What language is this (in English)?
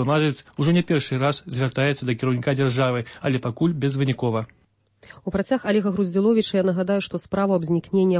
Belarusian